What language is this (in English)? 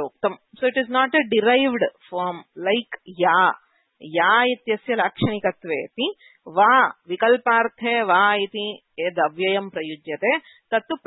Sanskrit